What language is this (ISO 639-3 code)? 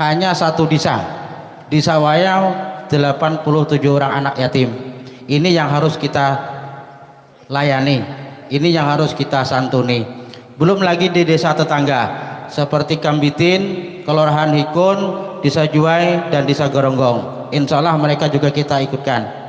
bjn